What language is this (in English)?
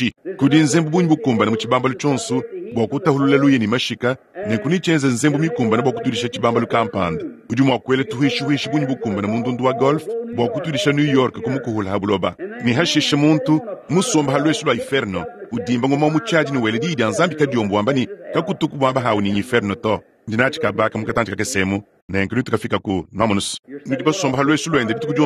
Luba-Lulua